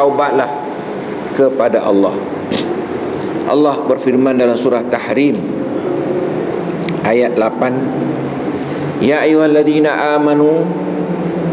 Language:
Malay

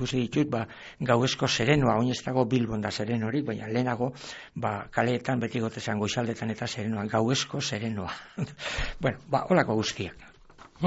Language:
Basque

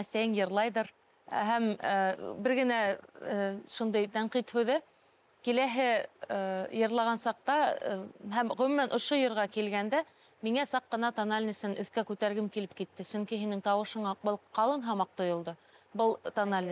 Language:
Bashkir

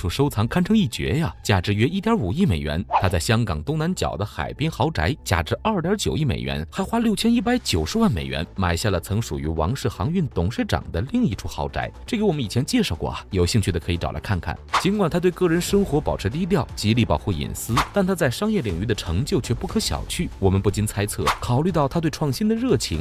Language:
Chinese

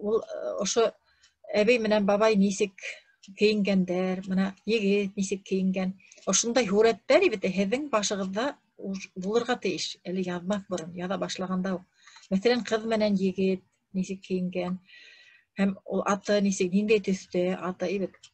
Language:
Bashkir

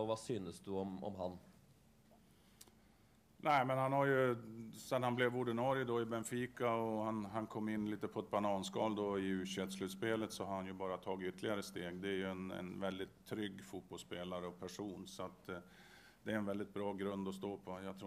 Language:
Swedish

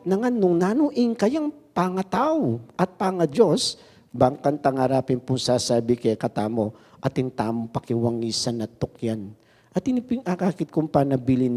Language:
Pampanga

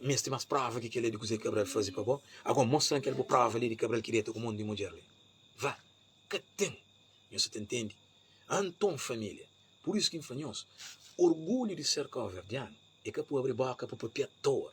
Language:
Kabuverdianu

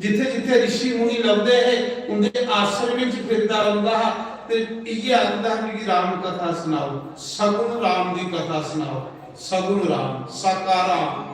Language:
Dogri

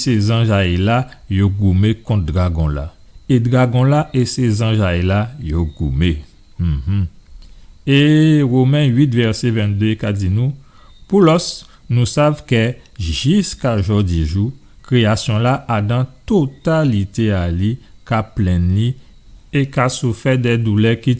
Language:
Guadeloupean Creole French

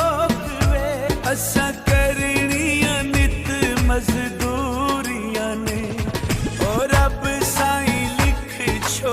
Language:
Pahari-Potwari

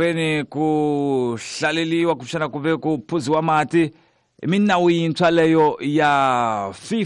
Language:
Tsonga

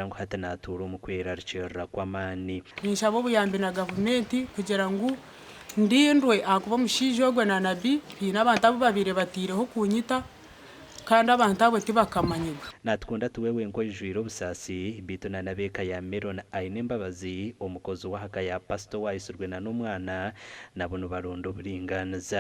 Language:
Nyankole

